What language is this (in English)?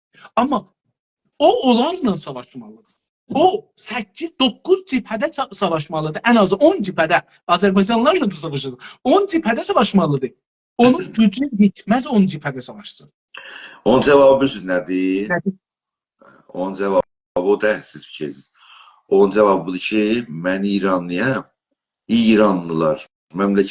South Azerbaijani